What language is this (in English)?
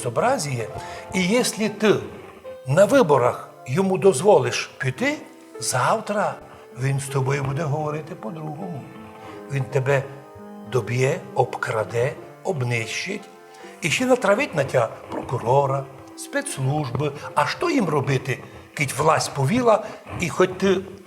Rusyn